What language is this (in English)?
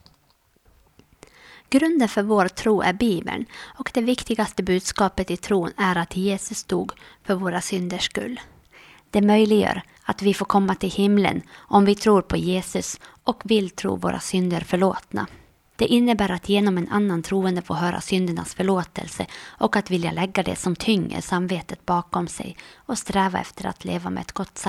Swedish